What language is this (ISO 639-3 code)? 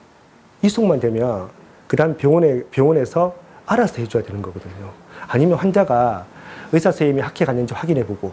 kor